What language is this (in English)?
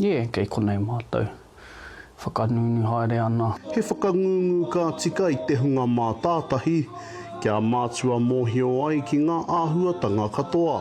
Māori